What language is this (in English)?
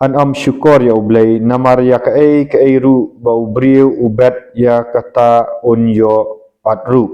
Khasi